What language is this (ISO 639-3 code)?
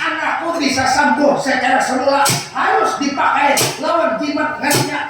bjn